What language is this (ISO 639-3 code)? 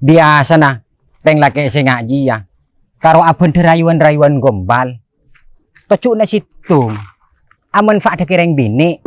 mad